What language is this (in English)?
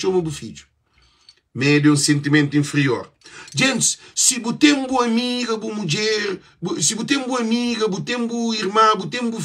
Kabuverdianu